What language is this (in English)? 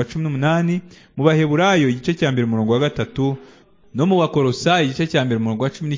Kinyarwanda